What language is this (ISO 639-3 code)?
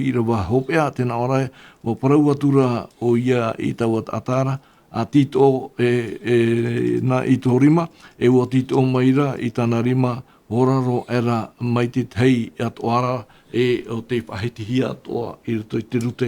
tah